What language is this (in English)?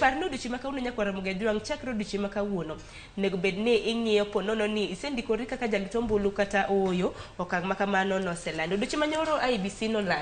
Luo (Kenya and Tanzania)